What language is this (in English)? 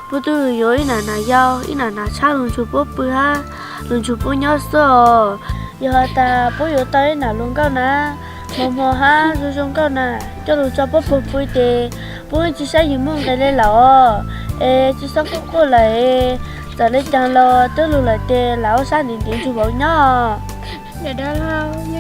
Hmong